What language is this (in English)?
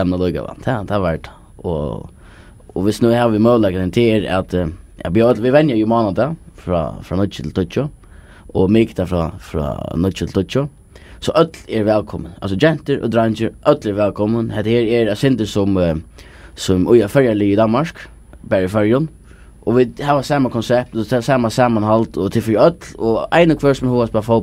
Faroese